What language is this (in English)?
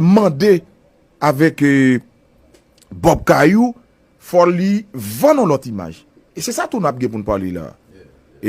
Haitian Creole